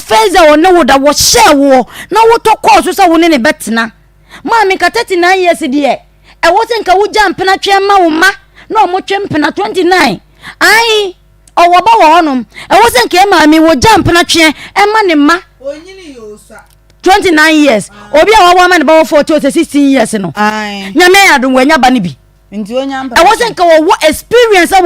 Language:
Akan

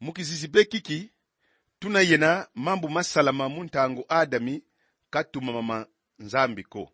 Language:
Kongo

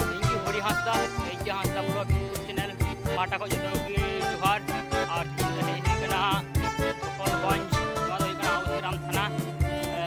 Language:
Santali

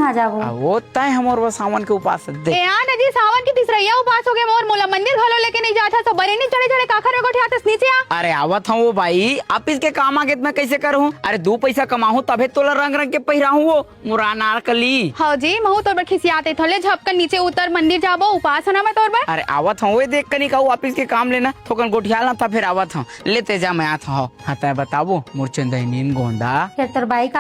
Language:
Chhattisgarhi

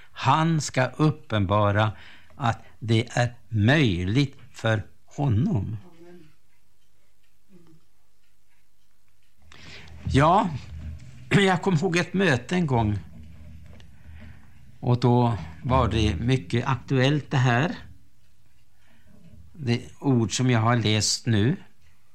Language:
Swedish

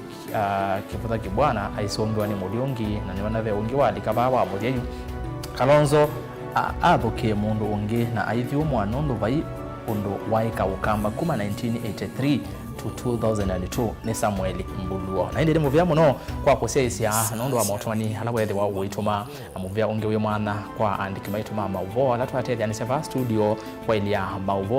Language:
Kamba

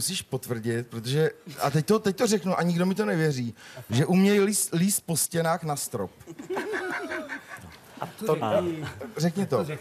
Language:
Czech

